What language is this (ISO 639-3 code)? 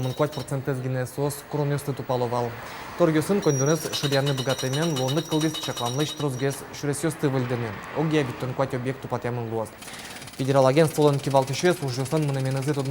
udm